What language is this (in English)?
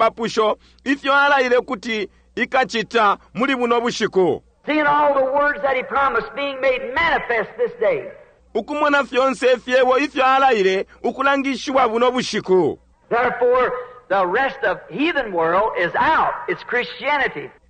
Bemba